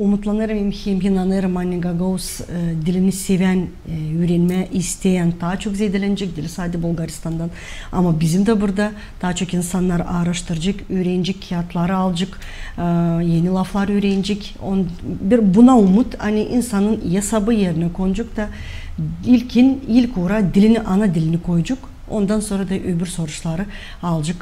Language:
Gagauz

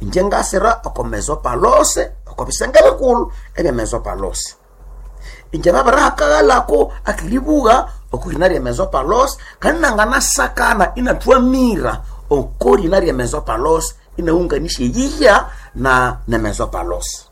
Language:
Nande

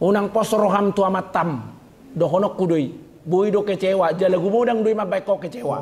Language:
Batak Toba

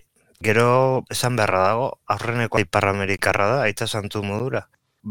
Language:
Basque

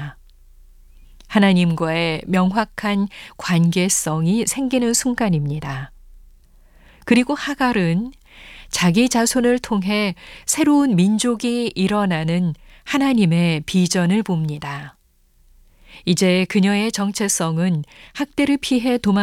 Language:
Korean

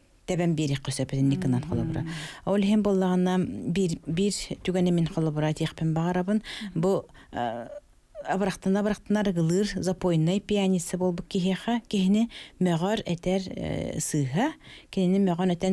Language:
Yakut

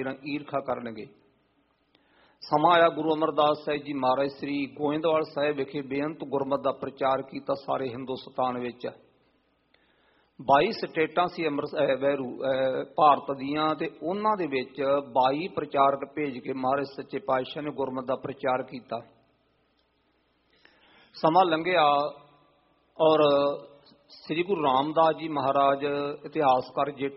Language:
Punjabi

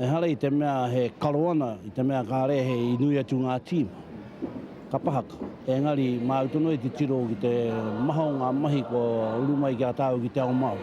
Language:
Māori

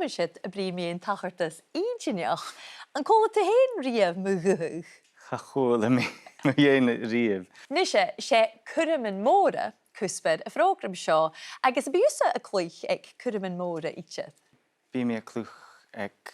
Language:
Scottish Gaelic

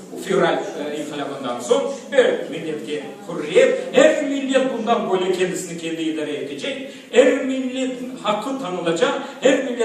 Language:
Crimean Tatar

